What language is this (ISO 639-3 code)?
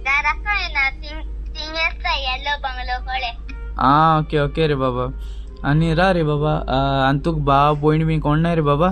kok